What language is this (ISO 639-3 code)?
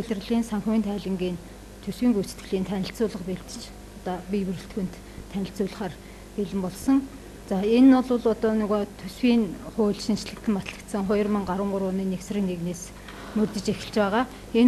mon